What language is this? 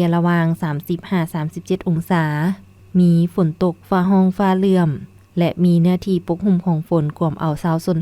Lao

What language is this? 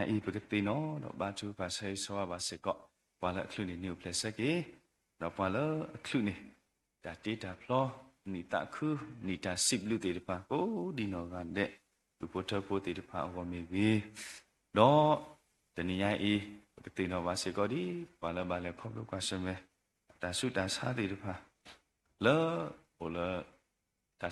S'gaw Karen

